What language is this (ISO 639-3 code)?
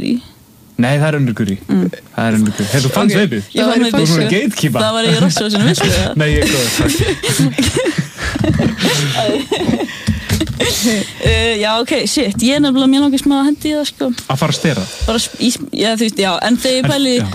isl